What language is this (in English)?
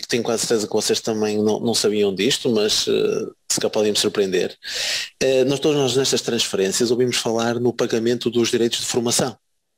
Portuguese